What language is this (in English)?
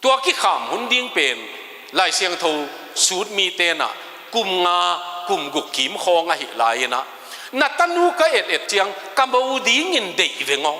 Tedim Chin